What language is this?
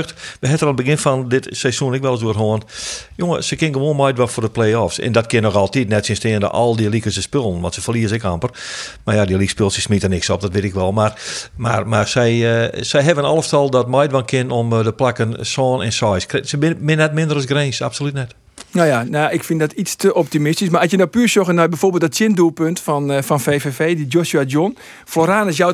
Western Frisian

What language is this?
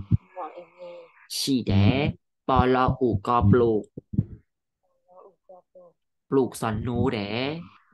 Thai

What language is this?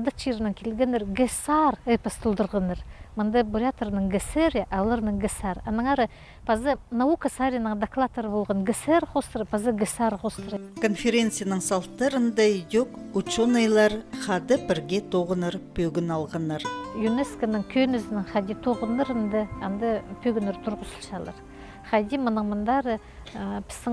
Khakas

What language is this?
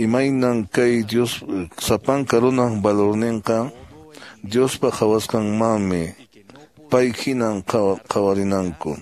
Quechua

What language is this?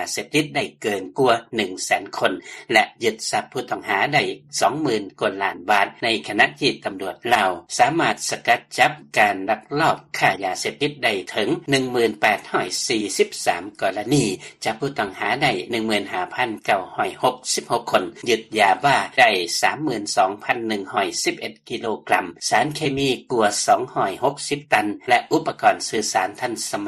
Lao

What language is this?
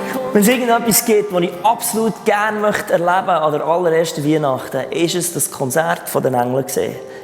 Swiss German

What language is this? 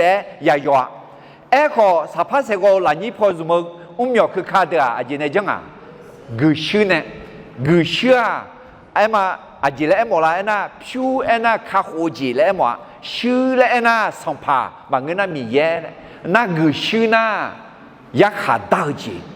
Akha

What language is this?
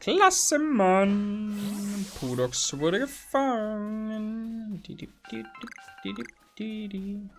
Bavarian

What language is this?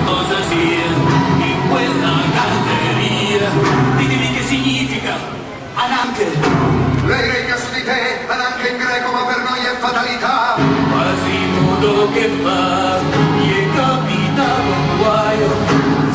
Italian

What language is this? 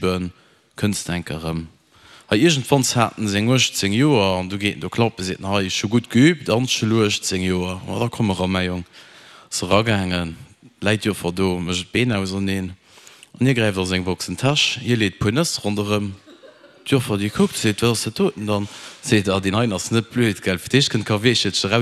Luxembourgish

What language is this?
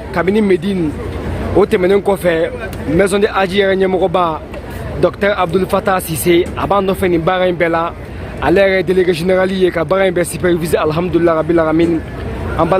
Bambara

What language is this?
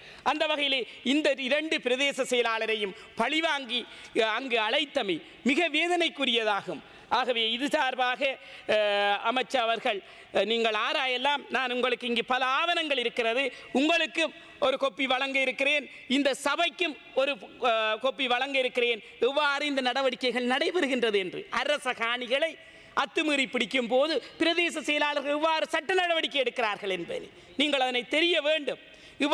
Tamil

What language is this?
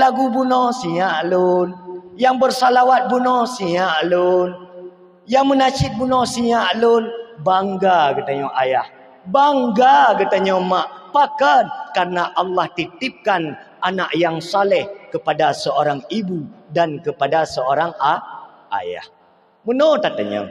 Achinese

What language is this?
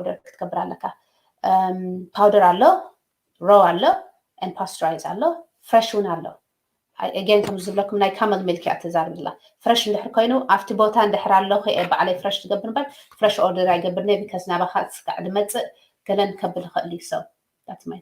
Tigrinya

